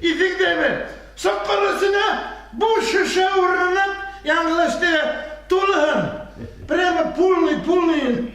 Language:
Bashkir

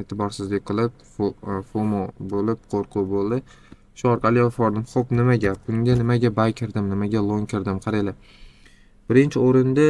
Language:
Uzbek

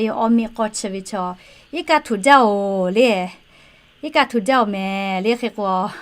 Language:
Lahu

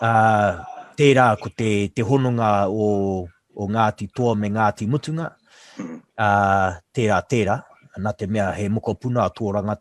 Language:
Māori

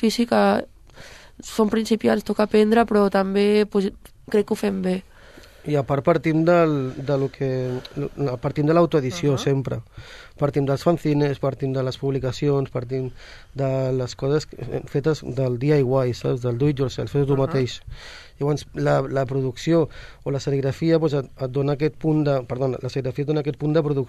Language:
Catalan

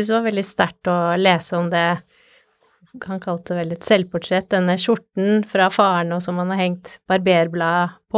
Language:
Norwegian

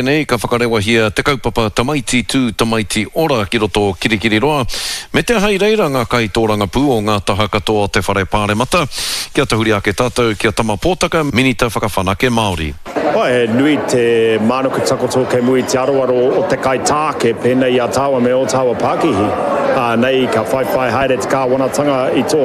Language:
Māori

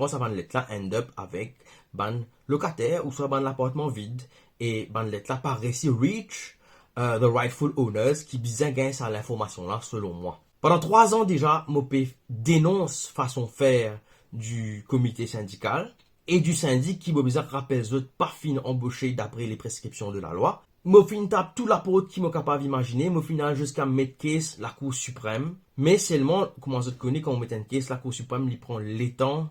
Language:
Morisyen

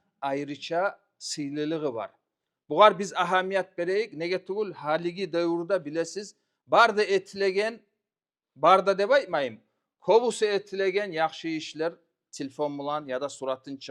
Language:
Kumyk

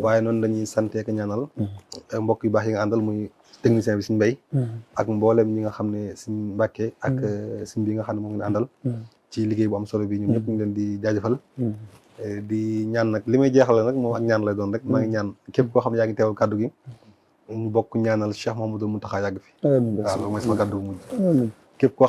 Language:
Wolof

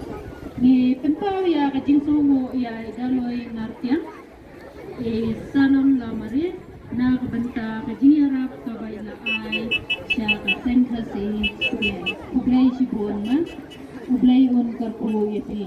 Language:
Khasi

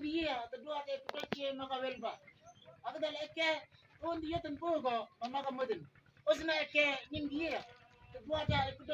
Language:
Mabaan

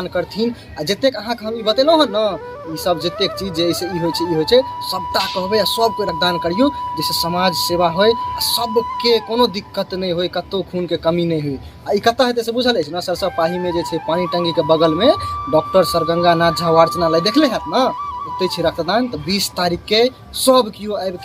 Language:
Maithili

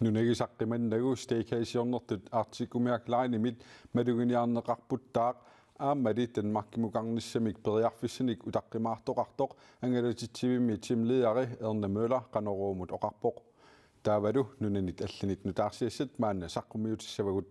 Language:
Kalaallisut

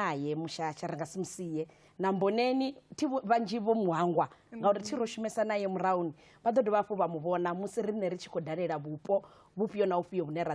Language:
Venda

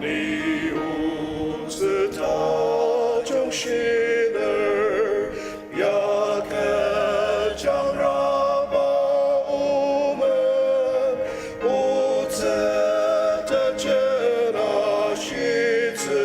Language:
Ao Naga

